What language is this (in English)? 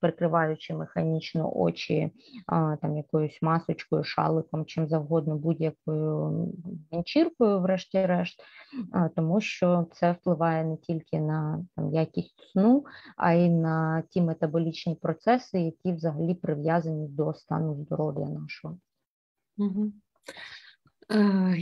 Ukrainian